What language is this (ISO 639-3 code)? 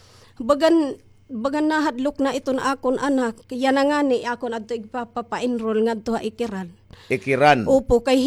war